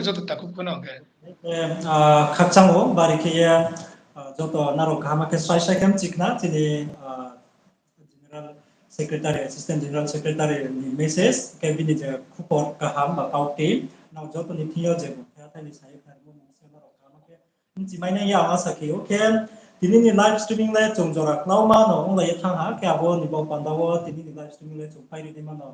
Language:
Riang (India)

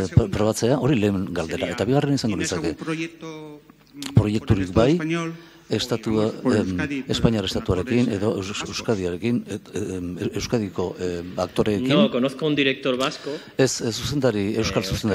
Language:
Basque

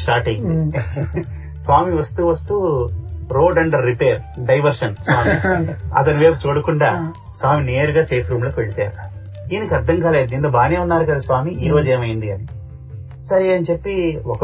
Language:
Telugu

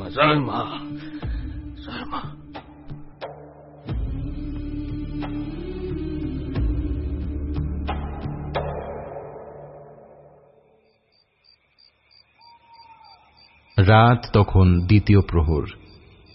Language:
Bangla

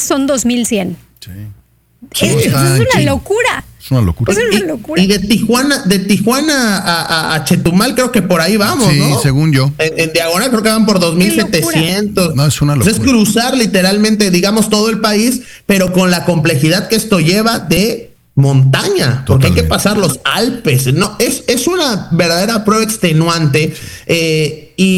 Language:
Spanish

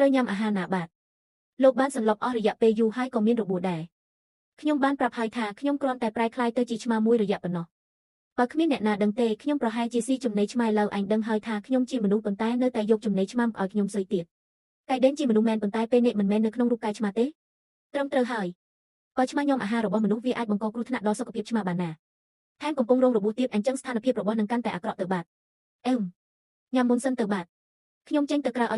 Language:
Khmer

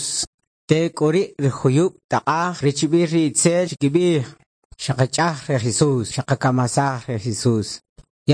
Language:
Kʼicheʼ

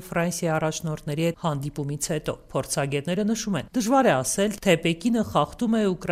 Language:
Armenian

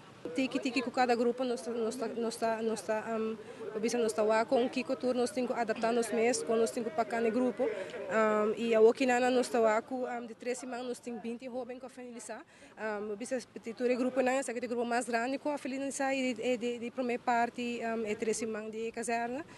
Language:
Papiamento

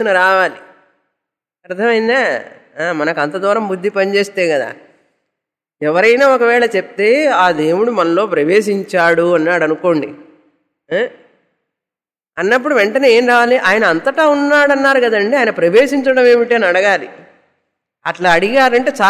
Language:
Telugu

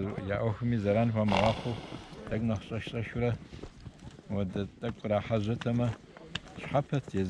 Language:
Kabardian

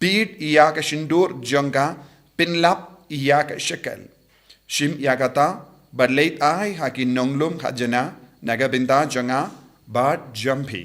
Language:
Khasi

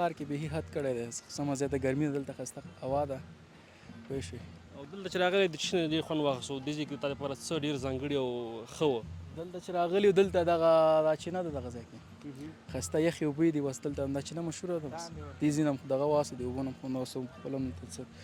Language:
Pashto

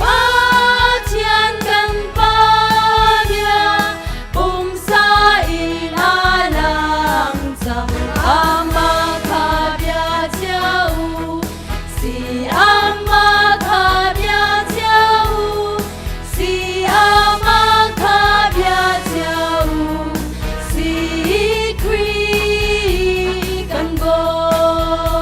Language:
Hakha Chin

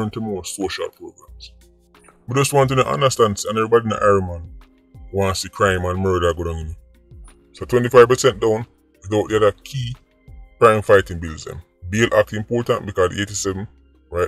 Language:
Jamaican Creole English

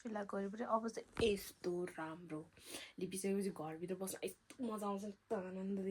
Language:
Nepali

